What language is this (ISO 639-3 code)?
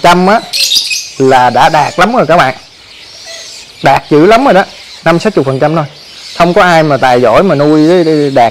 vie